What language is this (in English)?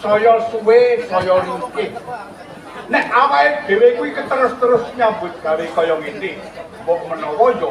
Javanese